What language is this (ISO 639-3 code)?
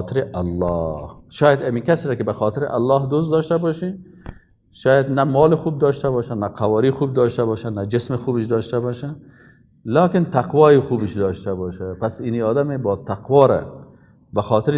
fas